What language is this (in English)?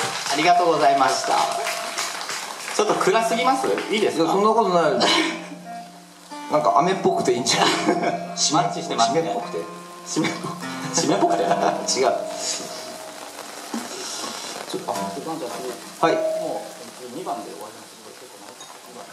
Japanese